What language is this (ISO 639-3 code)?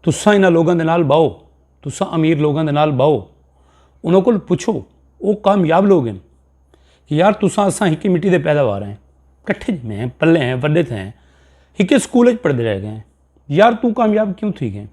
skr